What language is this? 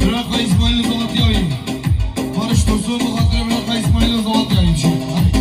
Kurdish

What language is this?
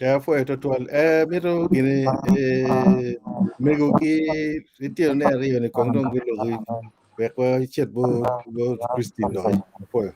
Acoli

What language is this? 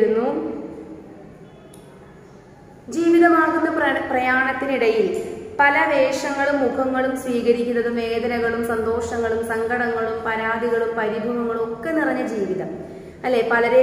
Malayalam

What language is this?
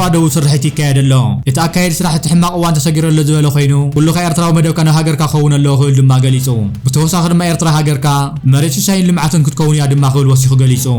Tigrinya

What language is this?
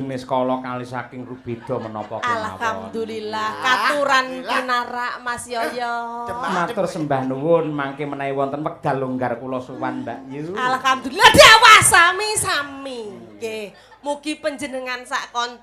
Javanese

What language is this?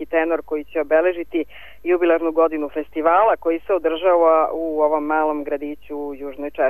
Serbian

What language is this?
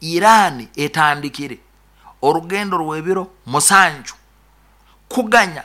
Nyoro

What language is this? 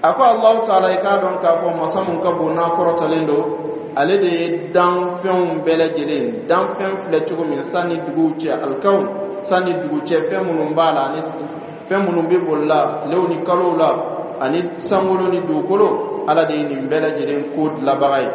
Dyula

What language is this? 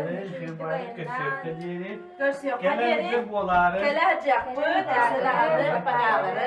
Yakut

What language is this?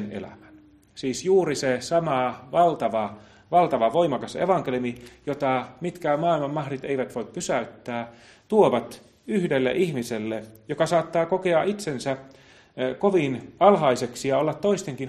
Finnish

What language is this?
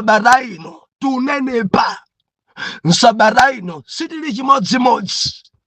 Nyanja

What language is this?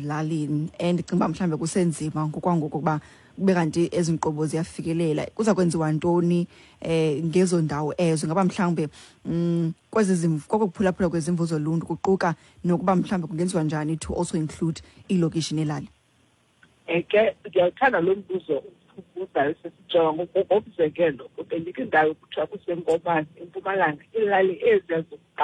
Xhosa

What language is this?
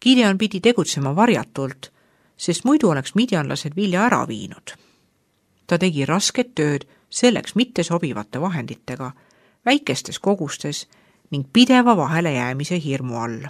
Estonian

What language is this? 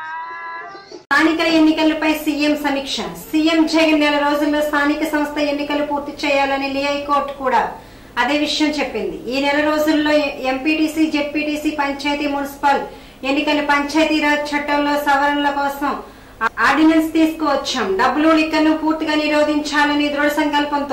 Telugu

